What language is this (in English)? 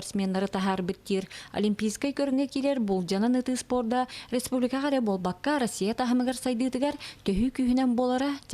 Yakut